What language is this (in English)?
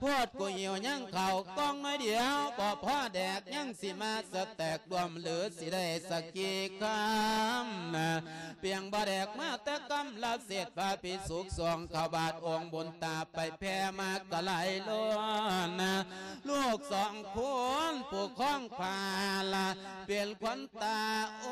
Lao